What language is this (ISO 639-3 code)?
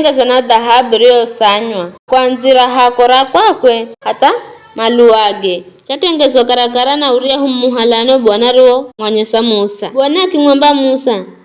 nyf